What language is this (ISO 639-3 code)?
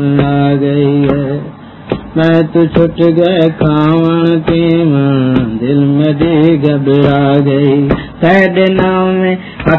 skr